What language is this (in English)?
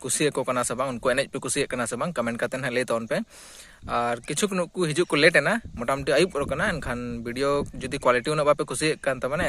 Santali